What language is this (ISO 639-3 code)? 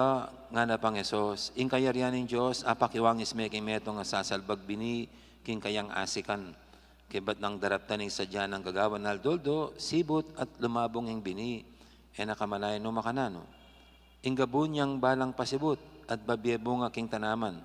pam